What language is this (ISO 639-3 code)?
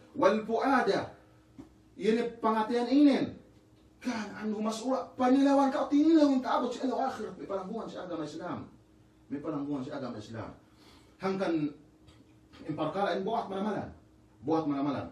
yka